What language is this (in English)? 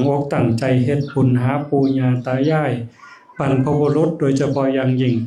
Northeastern Thai